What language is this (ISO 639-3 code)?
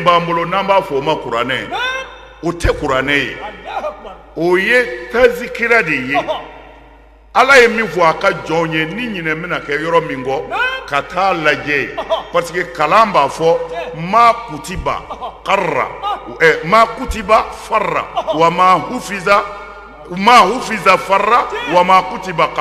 bam